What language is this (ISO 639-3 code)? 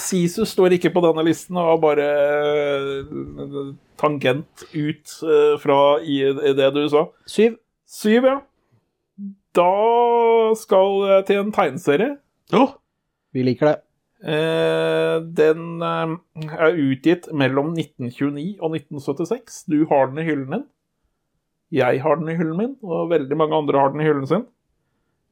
nor